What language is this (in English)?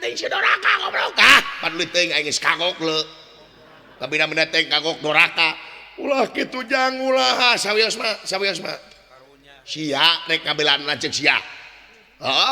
Sundanese